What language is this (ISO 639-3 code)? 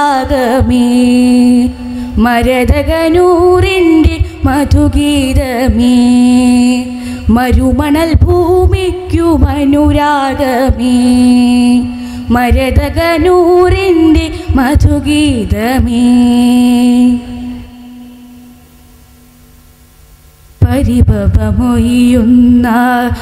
mal